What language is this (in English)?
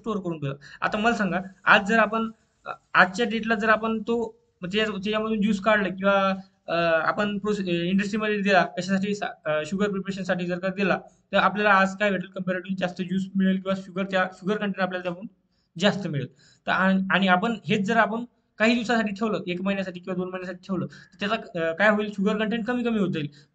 Marathi